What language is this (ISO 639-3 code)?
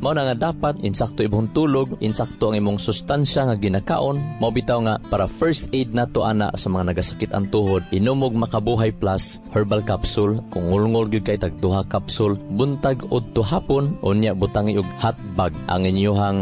ceb